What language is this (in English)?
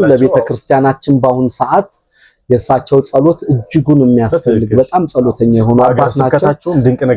Amharic